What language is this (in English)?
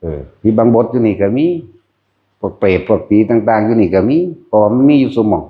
Northeastern Thai